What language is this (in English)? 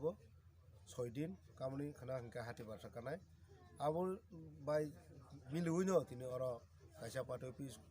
Kok Borok